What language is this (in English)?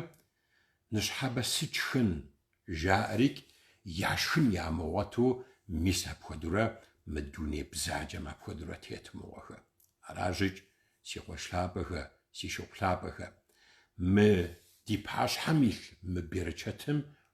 Kabardian